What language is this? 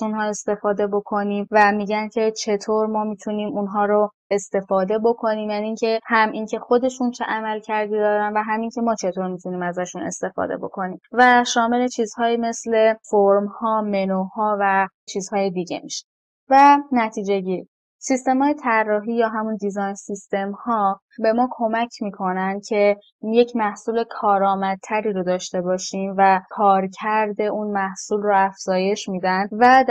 Persian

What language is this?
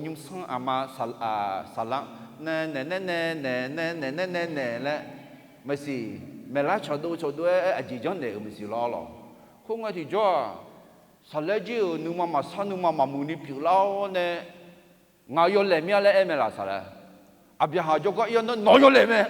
Akha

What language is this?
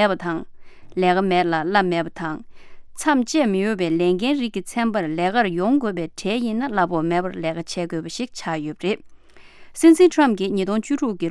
Tibetan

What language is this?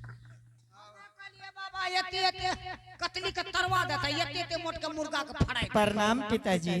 Angika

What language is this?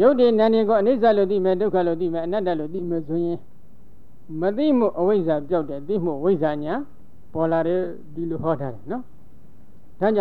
Burmese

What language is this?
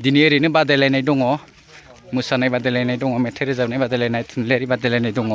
Bodo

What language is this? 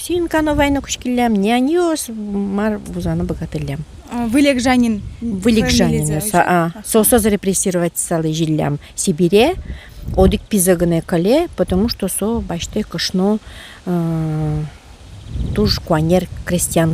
Udmurt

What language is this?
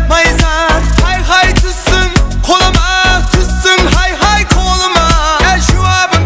Kara-Kalpak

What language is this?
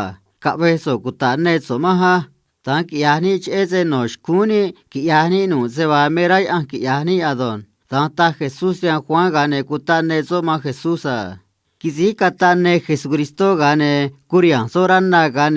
Copala Triqui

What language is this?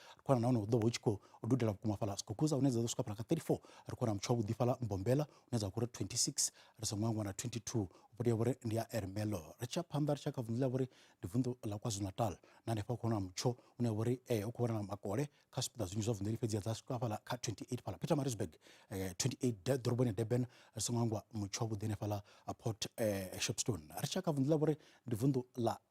Venda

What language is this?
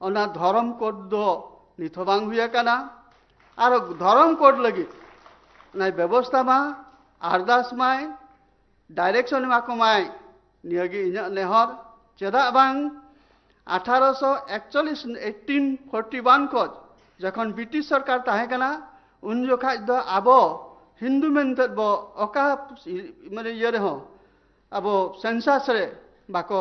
Santali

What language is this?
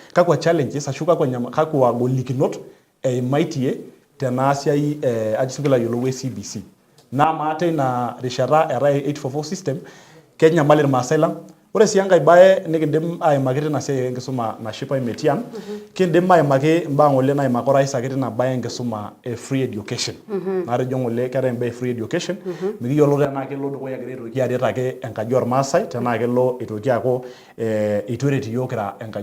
Masai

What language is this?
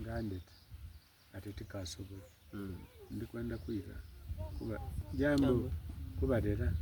Soga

